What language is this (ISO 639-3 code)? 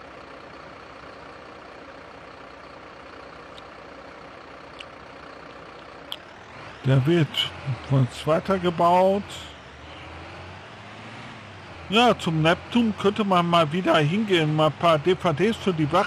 deu